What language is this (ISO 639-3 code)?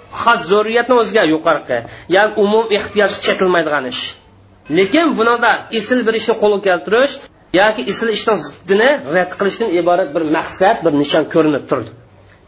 uig